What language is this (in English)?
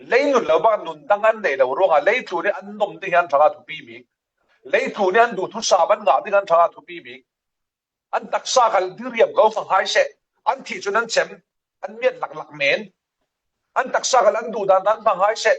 Falam Chin